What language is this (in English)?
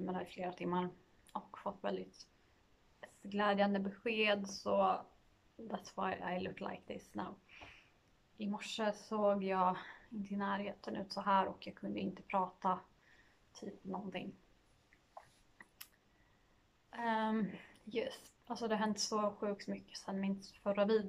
Swedish